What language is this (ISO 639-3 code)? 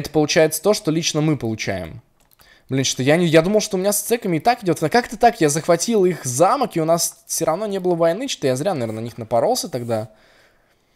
rus